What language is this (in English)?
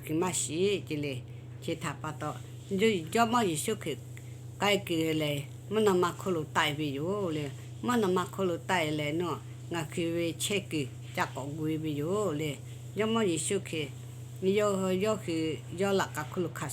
Lahu